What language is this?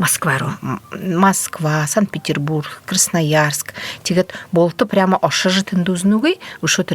Buriat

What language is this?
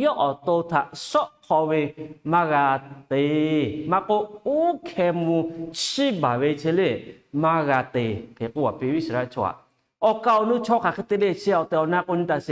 Lahu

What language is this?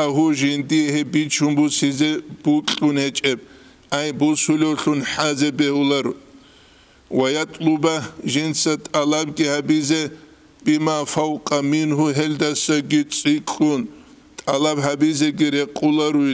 Avaric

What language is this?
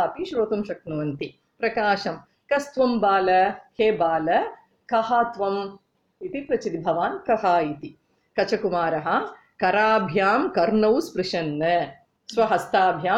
Sanskrit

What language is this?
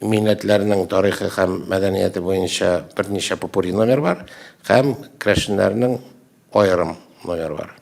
Tatar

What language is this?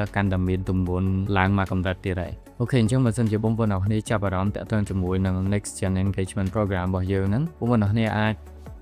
Khmer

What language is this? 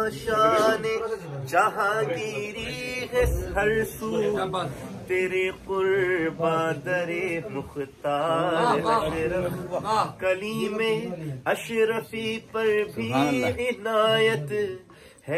Urdu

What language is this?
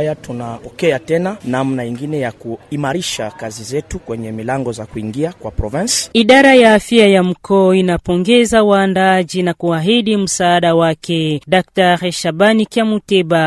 Swahili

